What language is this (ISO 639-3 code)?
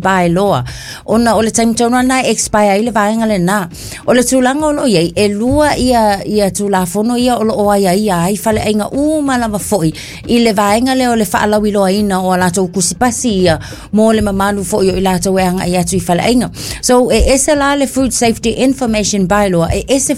smo